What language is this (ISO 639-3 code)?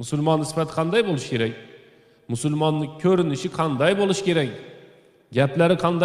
uzb